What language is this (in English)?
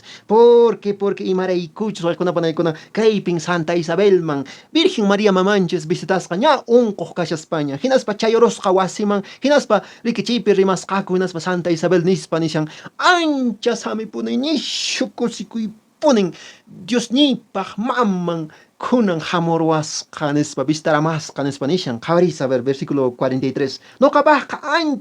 Quechua